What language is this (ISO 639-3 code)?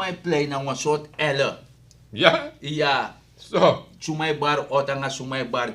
srn